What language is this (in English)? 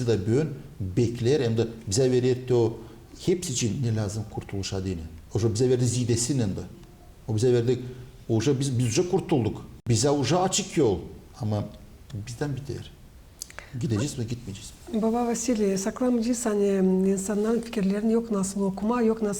Gagauz